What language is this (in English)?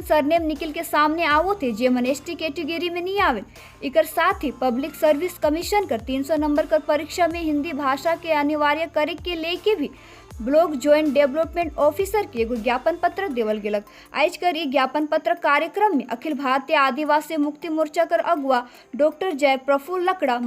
Sadri